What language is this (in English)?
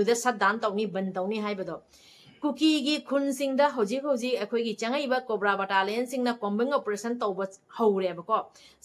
Manipuri